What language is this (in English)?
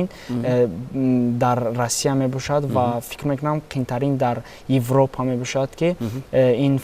Tajik